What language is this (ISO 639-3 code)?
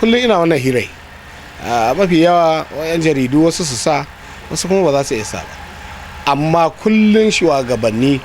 hau